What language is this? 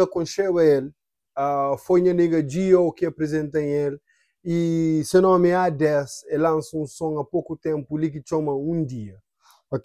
Kabuverdianu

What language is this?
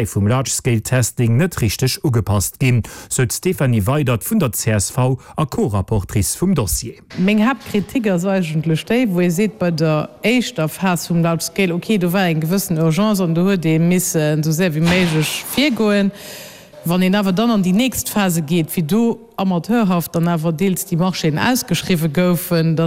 Luxembourgish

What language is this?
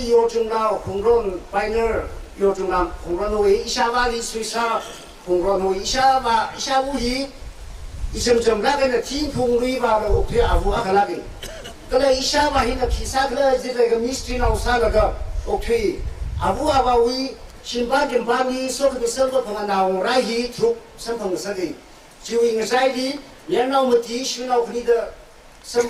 Tangkhul Naga (India)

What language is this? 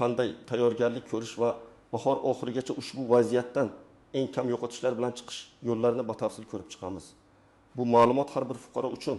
Uzbek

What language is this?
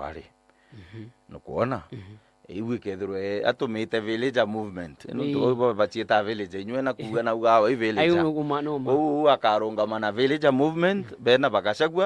Meru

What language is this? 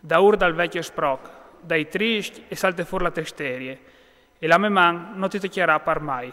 Friulian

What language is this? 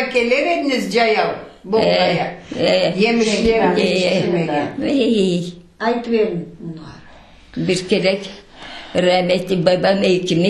Crimean Tatar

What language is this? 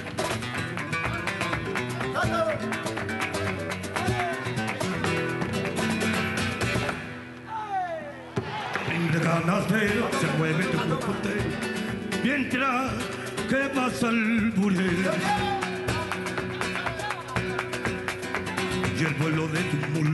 Spanish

